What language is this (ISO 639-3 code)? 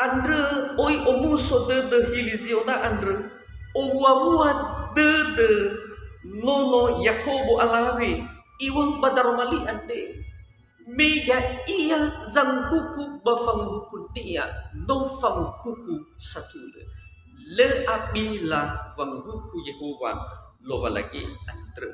nia